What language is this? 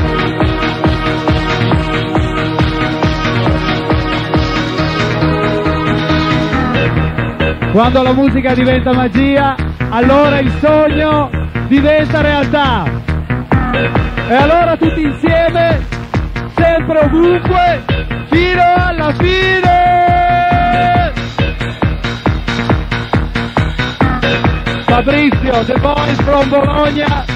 Italian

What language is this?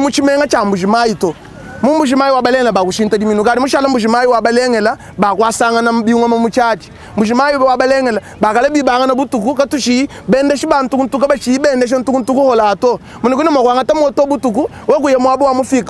Luba-Lulua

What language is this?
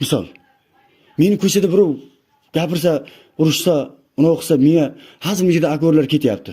Uzbek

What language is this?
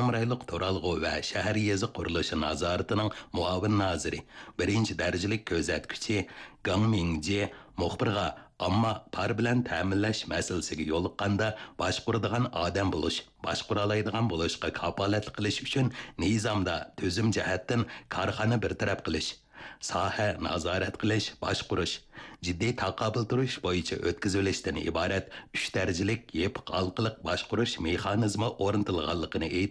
Uyghur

